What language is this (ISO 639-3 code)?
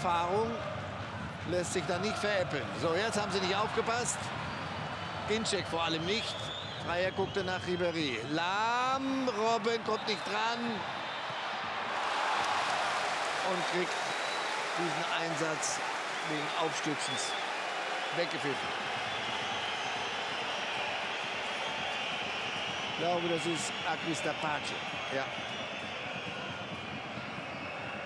deu